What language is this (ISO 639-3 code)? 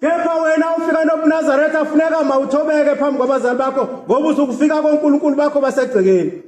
zul